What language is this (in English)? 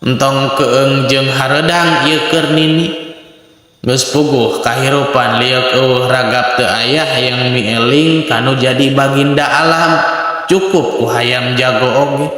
Sundanese